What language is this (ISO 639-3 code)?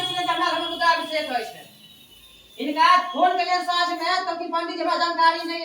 mai